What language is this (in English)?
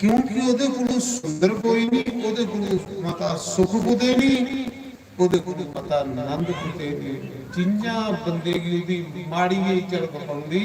Dogri